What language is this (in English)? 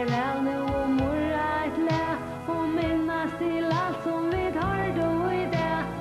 Faroese